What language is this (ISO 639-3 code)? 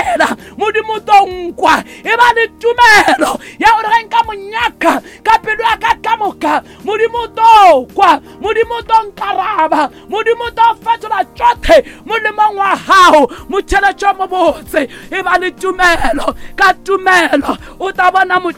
nso